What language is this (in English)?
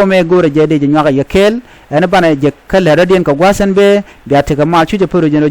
Nuer